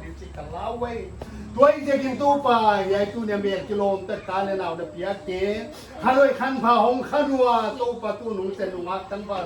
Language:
Paite Chin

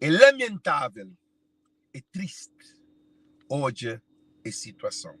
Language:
Kabuverdianu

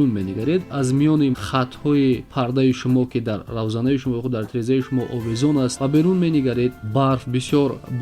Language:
Tajik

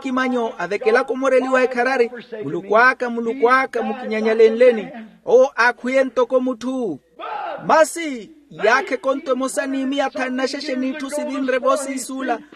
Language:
Makhuwa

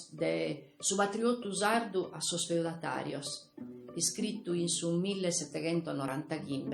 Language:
Sardinian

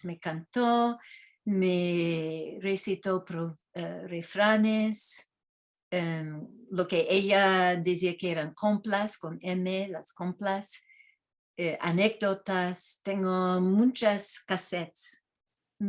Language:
Ladino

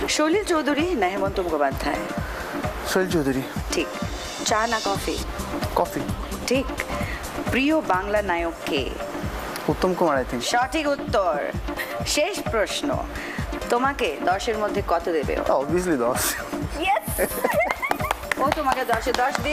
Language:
Bangla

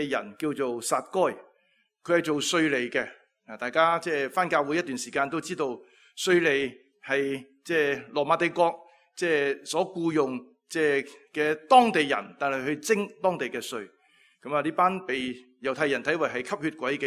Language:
Cantonese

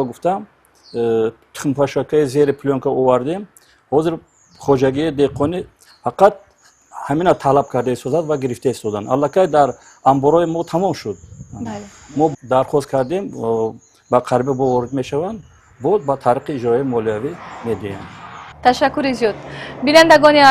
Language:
Tajik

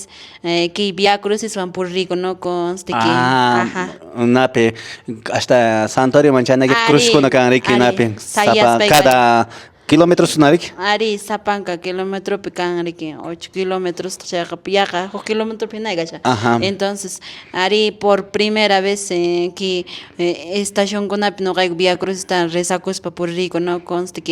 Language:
Quechua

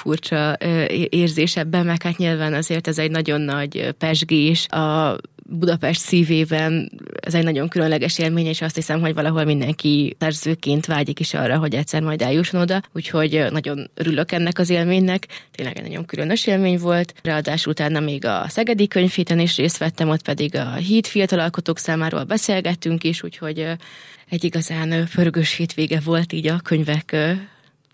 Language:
Hungarian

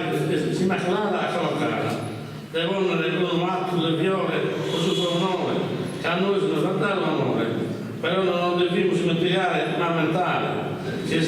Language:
Sardinian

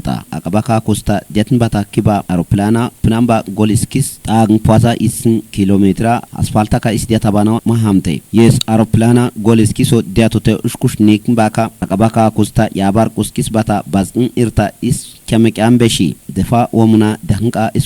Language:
Kafa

